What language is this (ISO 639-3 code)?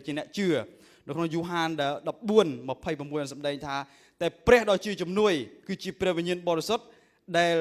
khm